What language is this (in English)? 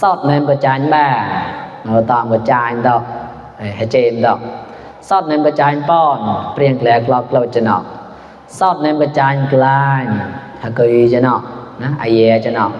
Mon